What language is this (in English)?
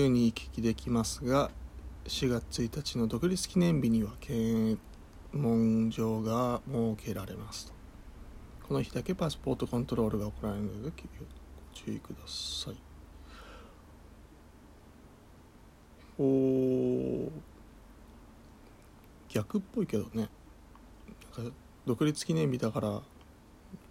Japanese